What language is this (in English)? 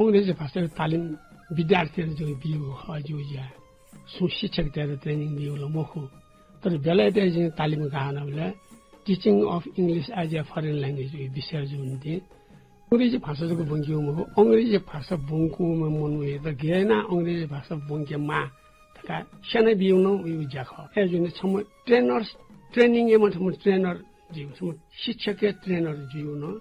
Newari